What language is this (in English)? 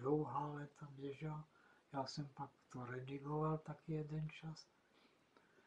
Czech